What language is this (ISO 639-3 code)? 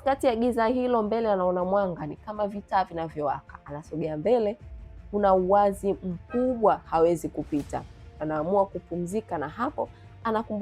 swa